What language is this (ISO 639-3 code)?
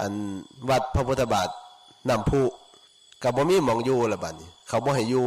lao